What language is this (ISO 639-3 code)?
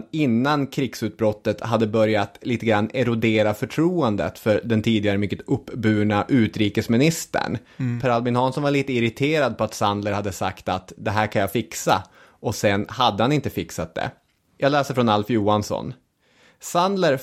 swe